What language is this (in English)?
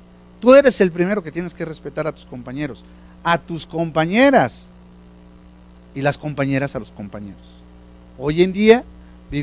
Spanish